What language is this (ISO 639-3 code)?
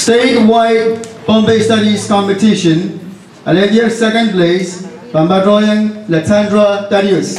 pon